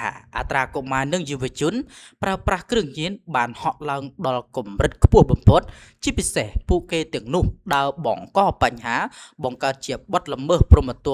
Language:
Khmer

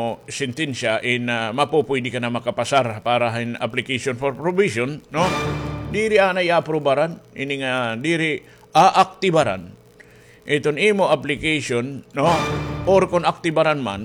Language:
Waray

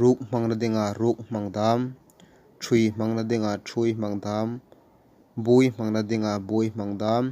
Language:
Hmar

